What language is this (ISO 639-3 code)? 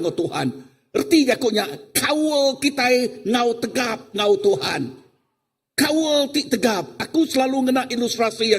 iba